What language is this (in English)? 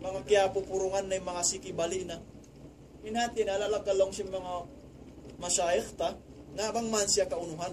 Tausug